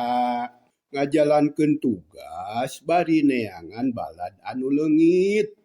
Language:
Sundanese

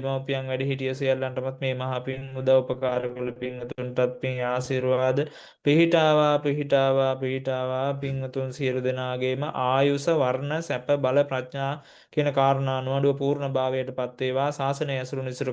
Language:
Sinhala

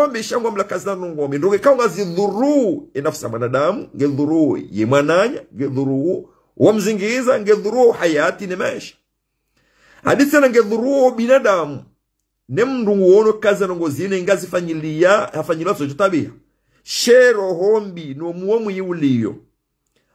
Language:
Swahili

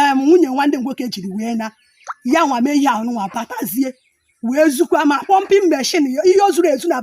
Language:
Igbo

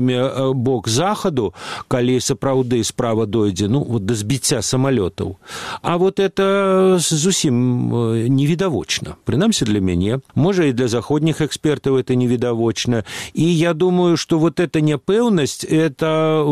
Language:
Belarusian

